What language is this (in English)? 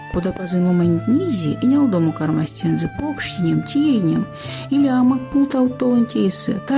Erzya